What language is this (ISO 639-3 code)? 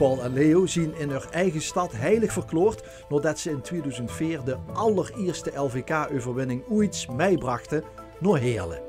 lim